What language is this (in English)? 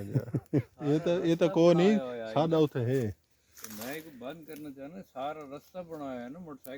Saraiki